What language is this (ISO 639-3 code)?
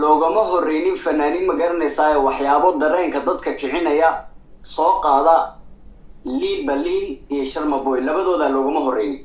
som